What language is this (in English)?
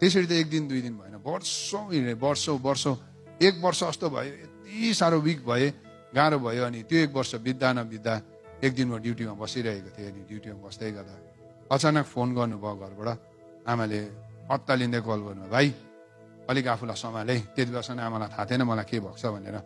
Nepali